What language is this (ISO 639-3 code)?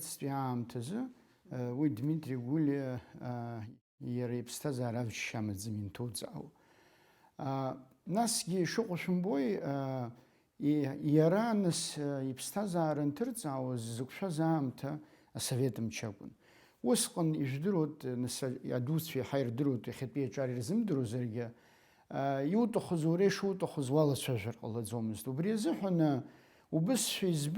abk